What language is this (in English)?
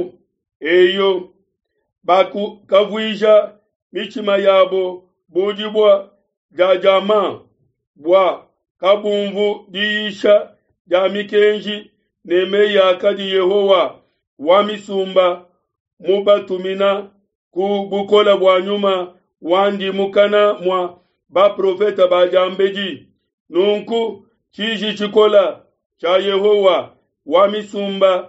Luba-Lulua